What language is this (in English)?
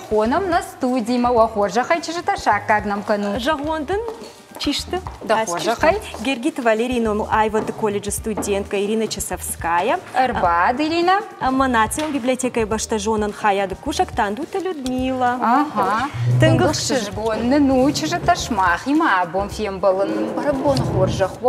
Ossetic